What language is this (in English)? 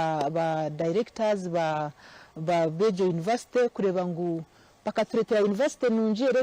Nyankole